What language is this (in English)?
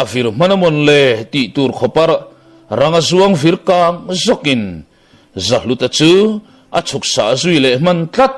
Mizo